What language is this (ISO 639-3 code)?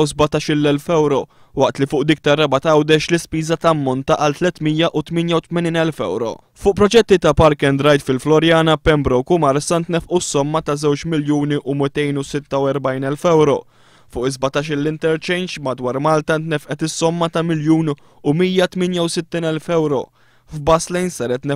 mlt